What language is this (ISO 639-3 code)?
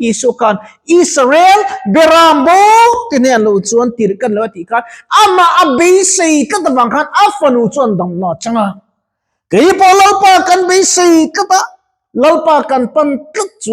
lus